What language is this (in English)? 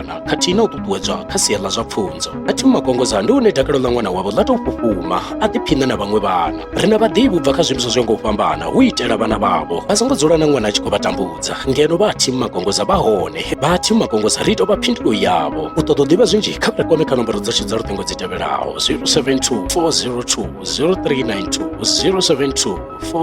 Venda